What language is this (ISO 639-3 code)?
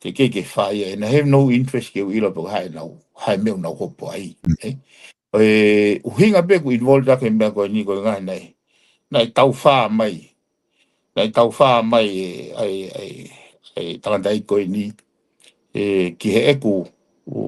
ton